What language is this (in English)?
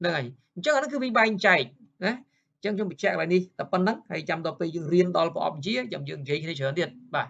Khmer